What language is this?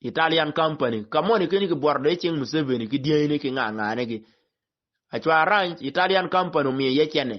Acoli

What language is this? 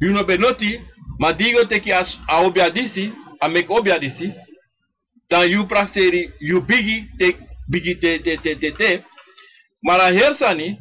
Sranan Tongo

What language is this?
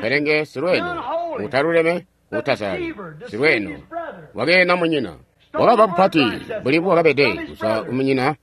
Tonga (Zambia)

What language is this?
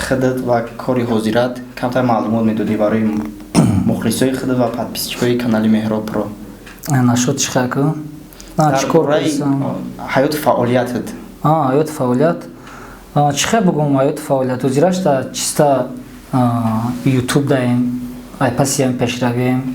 Tajik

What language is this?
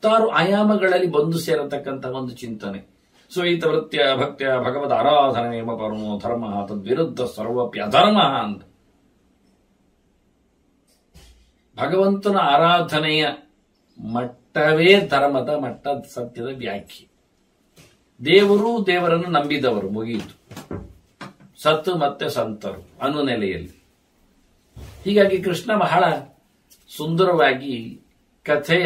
Kannada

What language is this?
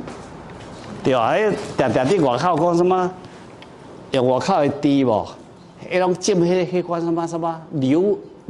Min Nan Chinese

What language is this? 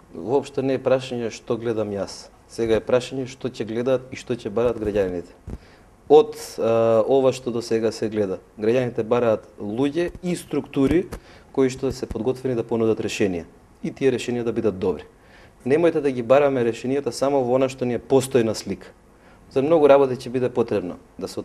Macedonian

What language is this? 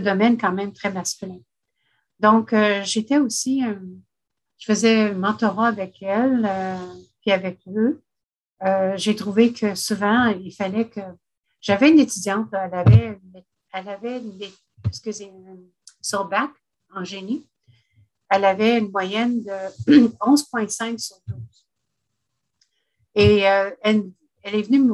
French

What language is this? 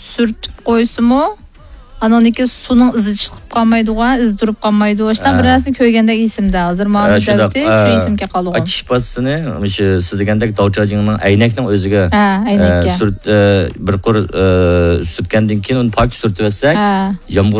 Uyghur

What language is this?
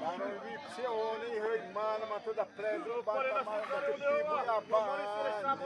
Xavánte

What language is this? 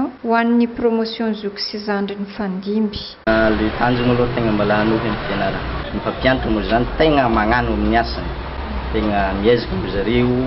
Malagasy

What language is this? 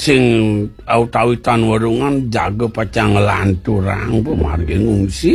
Balinese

